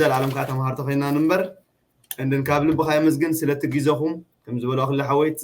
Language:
Tigrinya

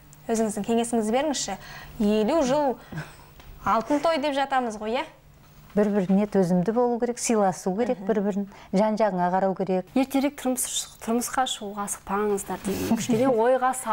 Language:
Kazakh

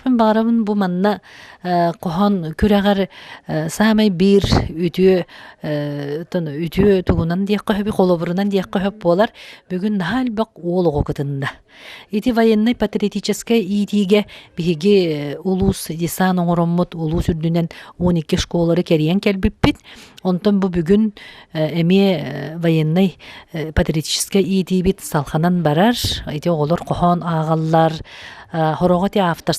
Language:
Yakut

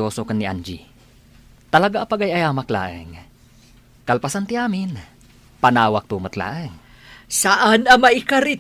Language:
Iloko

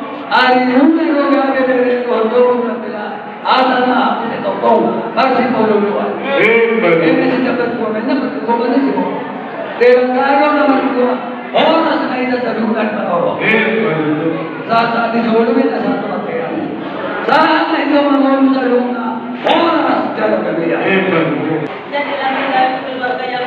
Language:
Batak Toba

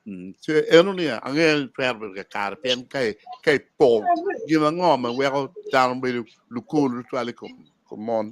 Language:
Acoli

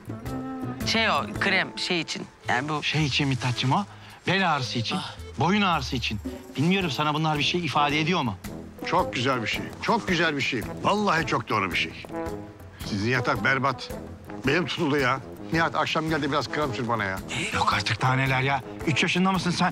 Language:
Turkish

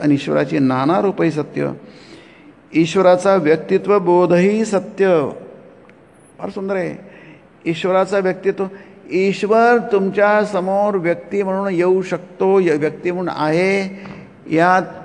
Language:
Marathi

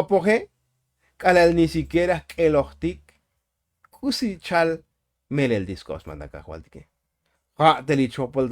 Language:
Tzotzil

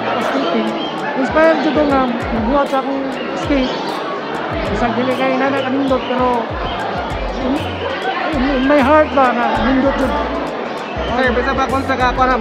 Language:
Cebuano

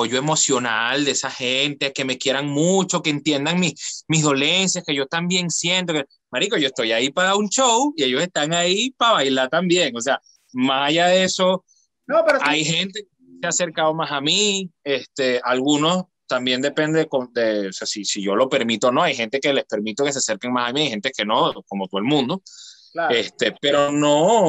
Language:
Spanish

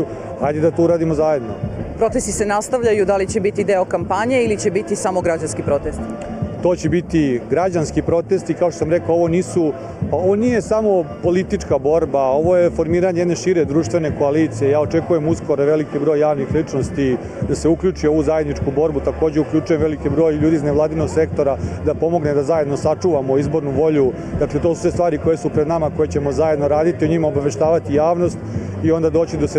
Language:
Serbian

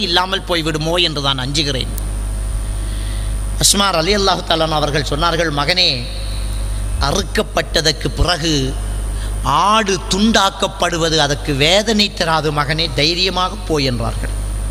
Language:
Tamil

